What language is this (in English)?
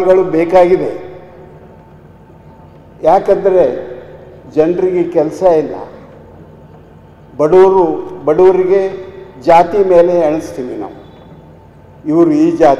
Kannada